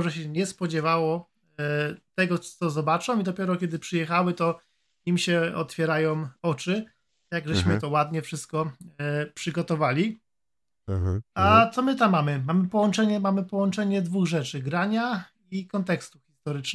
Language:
Polish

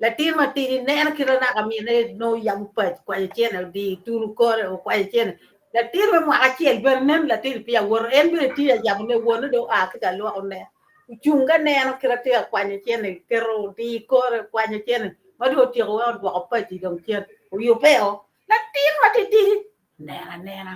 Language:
Acoli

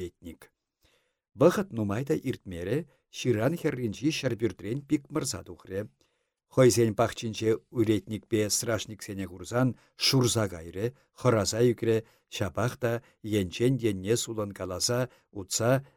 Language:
Chuvash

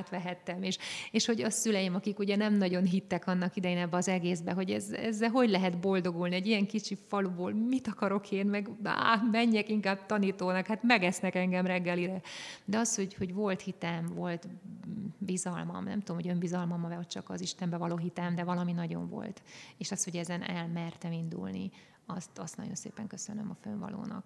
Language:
Hungarian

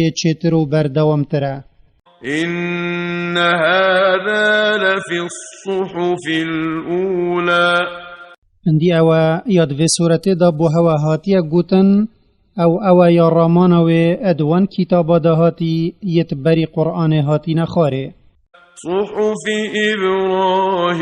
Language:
Kurdish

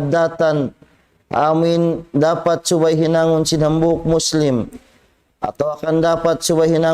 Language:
Tausug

